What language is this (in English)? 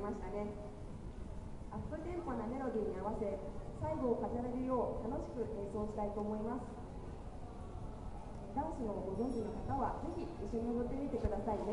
Japanese